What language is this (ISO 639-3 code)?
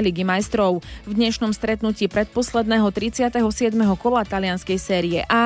slk